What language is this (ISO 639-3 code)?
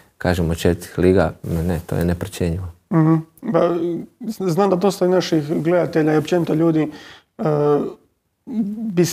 hrv